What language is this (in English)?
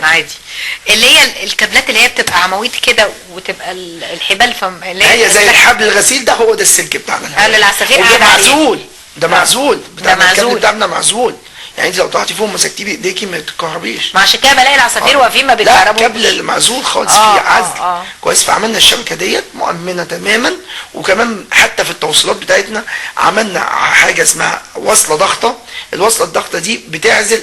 Egyptian Arabic